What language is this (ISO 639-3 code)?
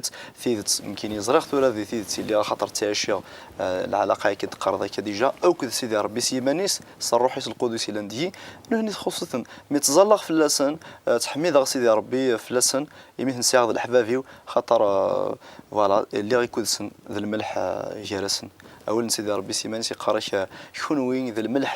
kab